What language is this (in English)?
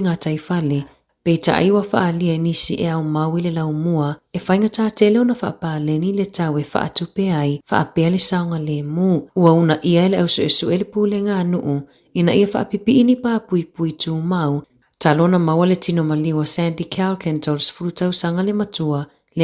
Samoan